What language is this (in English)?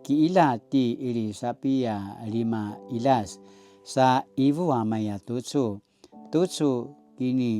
Paiwan